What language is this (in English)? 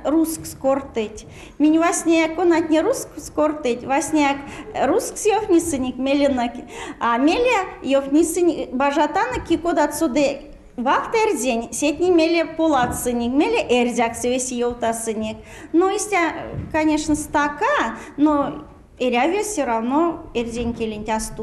Erzya